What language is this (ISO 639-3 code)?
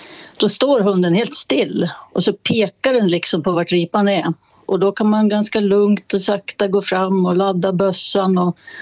swe